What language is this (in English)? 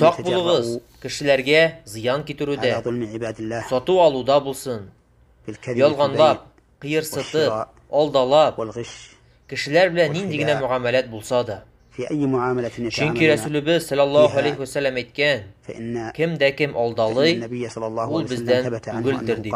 Tatar